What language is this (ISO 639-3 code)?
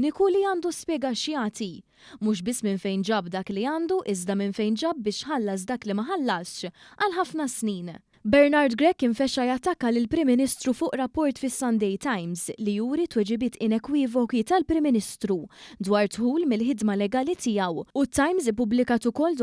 mlt